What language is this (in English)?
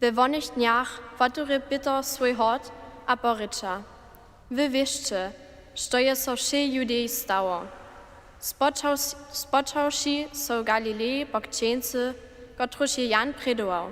Upper Sorbian